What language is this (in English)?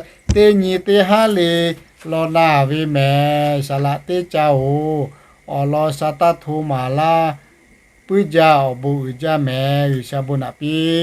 Lahu